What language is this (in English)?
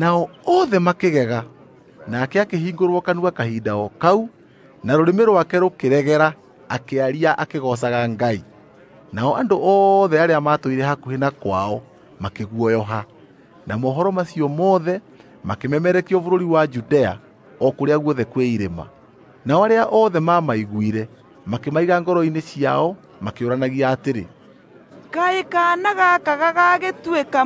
Kikuyu